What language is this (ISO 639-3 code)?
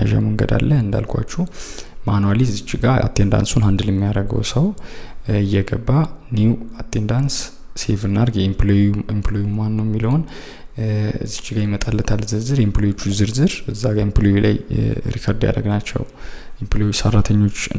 amh